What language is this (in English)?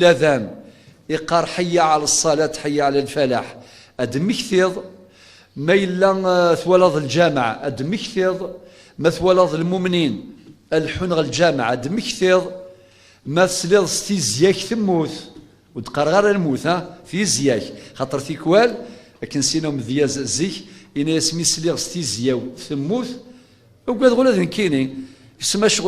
Kabyle